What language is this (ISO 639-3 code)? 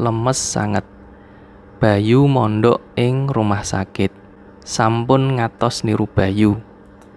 jav